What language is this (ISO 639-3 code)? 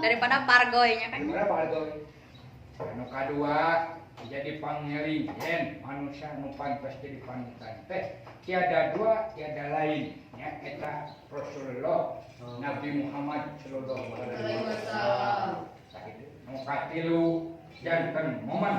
sun